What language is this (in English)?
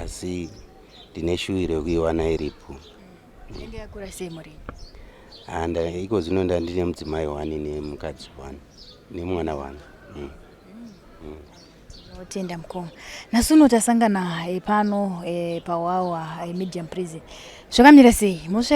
Shona